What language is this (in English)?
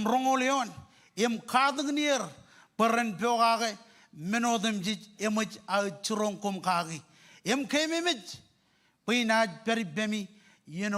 Marshallese